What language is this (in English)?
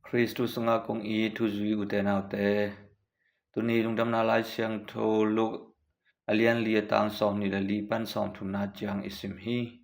Tedim Chin